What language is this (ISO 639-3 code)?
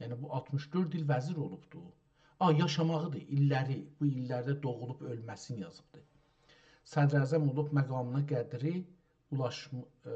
azb